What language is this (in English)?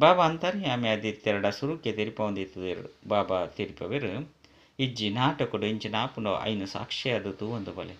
Tulu